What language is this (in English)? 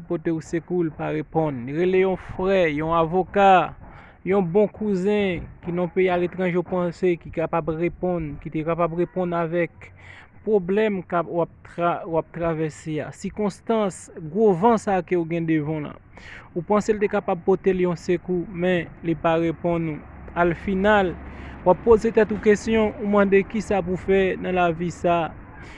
Haitian Creole